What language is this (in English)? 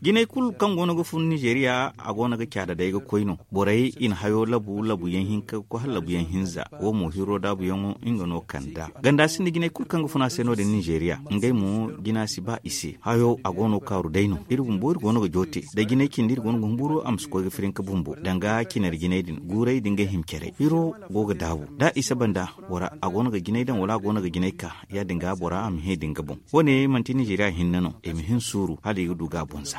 Zarma